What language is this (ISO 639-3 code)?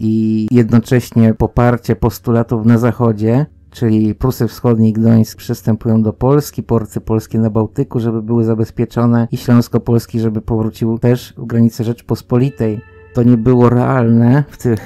pol